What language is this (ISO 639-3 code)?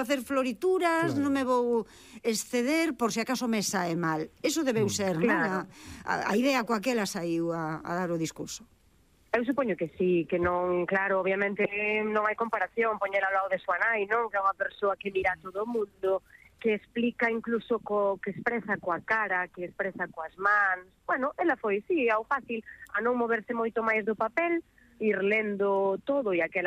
glg